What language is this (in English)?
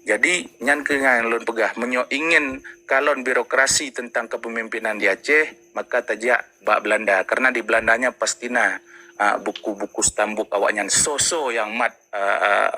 Achinese